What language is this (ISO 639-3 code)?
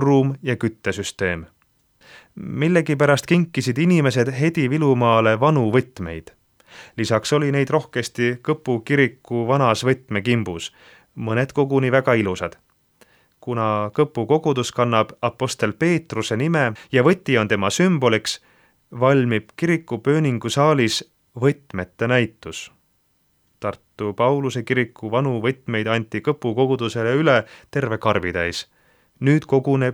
est